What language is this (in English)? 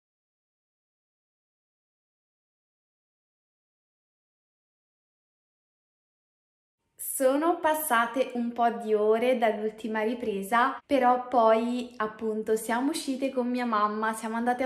Italian